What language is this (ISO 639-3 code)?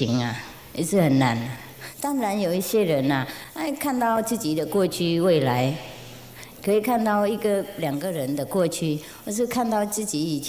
zho